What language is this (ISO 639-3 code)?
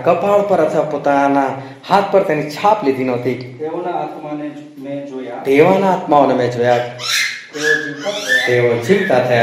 guj